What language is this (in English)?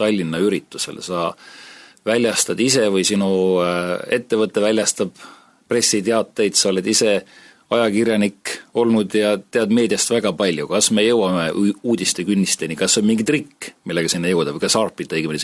Estonian